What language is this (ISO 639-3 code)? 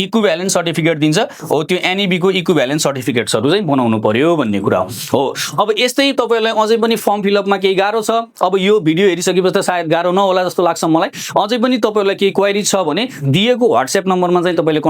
nep